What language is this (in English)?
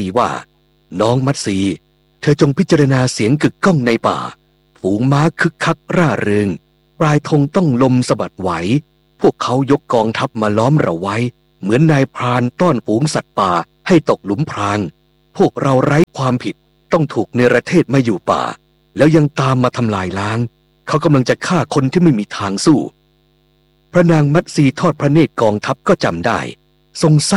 Thai